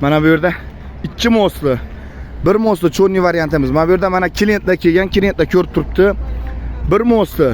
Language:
Uzbek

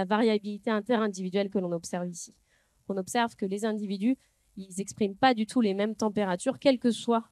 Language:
French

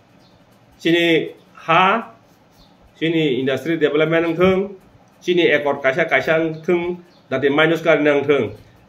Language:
Kok Borok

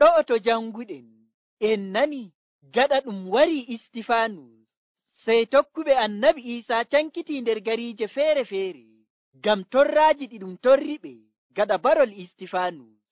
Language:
Nigerian Fulfulde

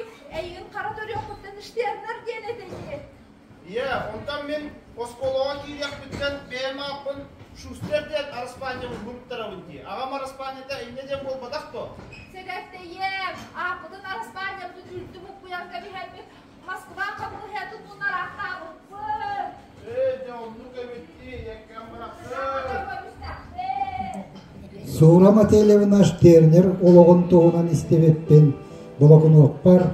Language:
Yakut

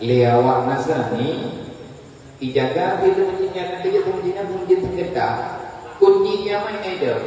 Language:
Achinese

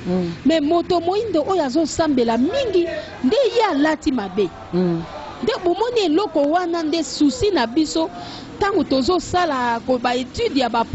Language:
Lingala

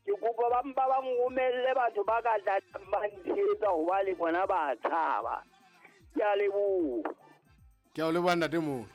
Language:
Southern Sotho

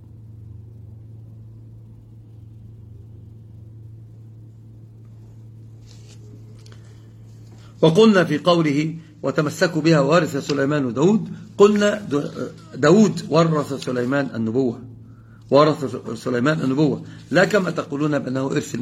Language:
Arabic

